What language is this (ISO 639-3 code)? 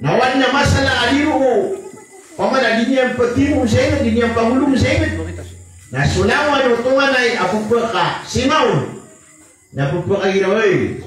mrw